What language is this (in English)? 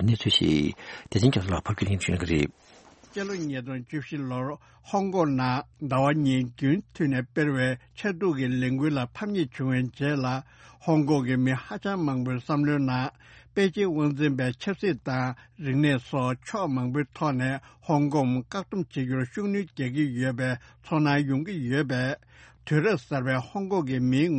Tibetan